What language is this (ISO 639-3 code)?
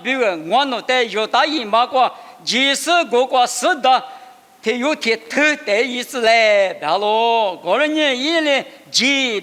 lis